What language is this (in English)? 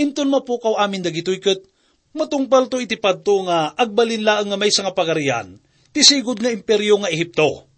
Iloko